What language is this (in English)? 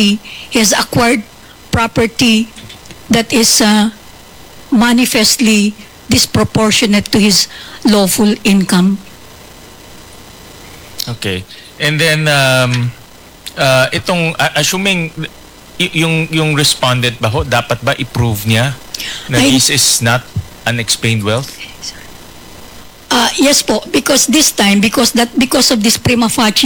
Filipino